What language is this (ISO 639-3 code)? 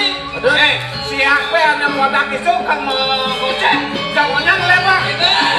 ban